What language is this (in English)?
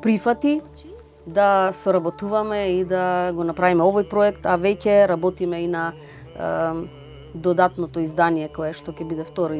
Macedonian